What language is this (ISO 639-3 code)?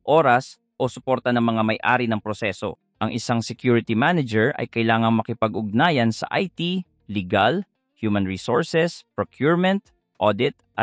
fil